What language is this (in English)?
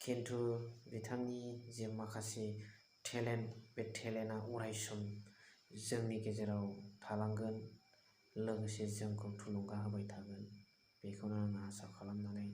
Bodo